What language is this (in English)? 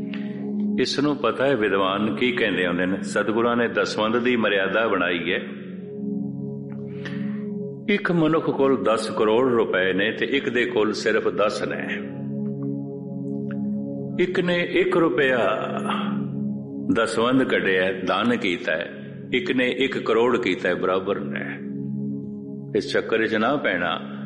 Punjabi